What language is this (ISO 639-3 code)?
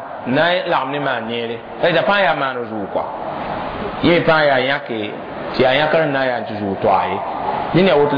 mos